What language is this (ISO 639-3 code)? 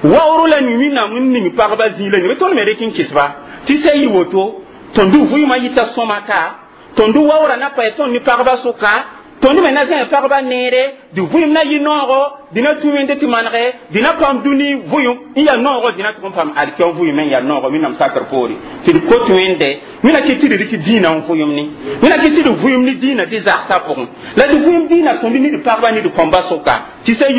mos